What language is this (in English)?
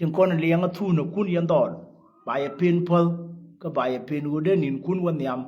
Nuer